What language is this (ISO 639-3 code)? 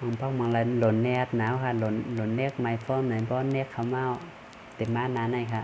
shn